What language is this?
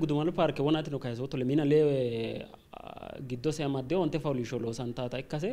Sidamo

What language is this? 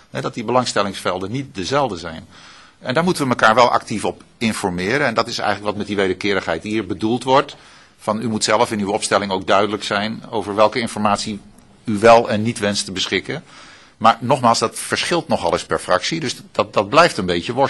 Dutch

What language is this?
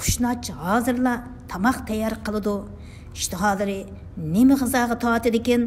Uyghur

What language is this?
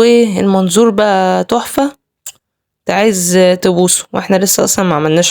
Egyptian Arabic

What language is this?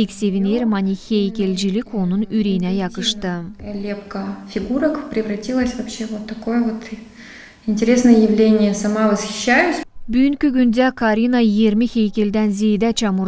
Gagauz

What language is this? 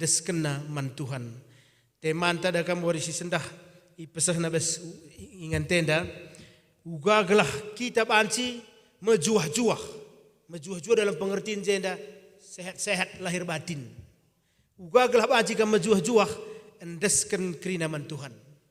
Batak Karo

